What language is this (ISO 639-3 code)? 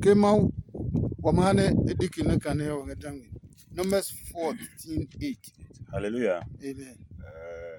ada